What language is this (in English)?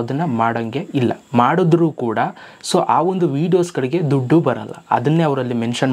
Kannada